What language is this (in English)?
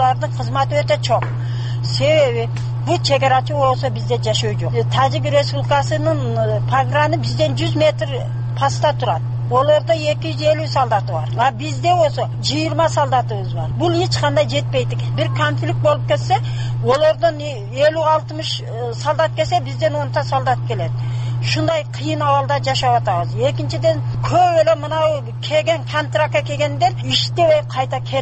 Kyrgyz